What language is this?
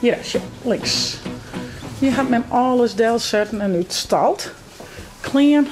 Western Frisian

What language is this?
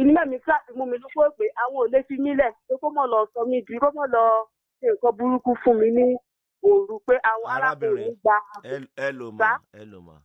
Yoruba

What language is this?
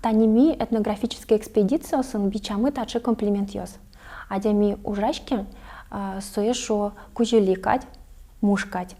Udmurt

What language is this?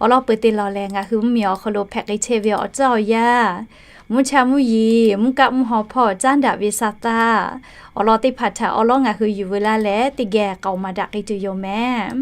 Lahu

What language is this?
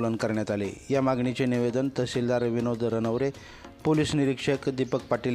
Marathi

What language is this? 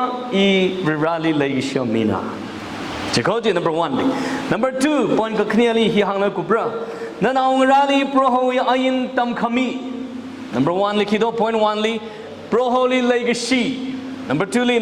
Tangkhul Naga (India)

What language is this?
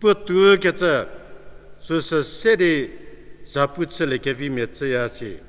Angami Naga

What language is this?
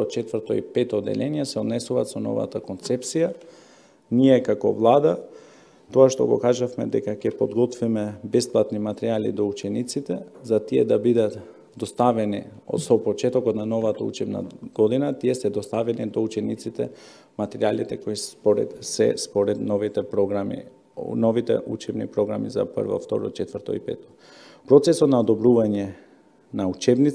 Macedonian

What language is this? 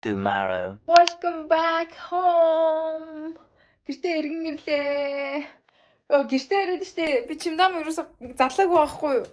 Mongolian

